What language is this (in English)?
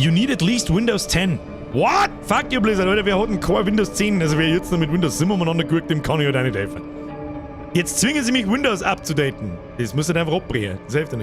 Bavarian